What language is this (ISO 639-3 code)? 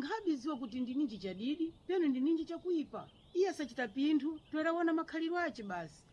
seh